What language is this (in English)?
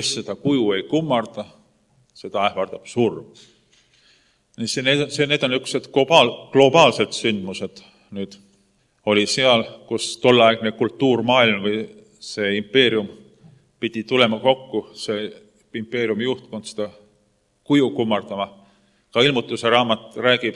Estonian